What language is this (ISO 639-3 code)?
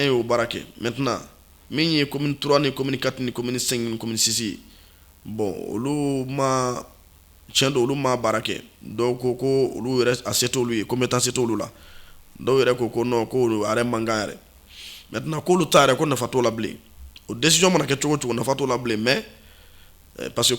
bam